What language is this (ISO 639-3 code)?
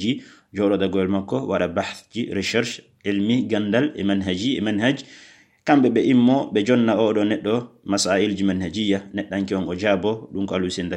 ful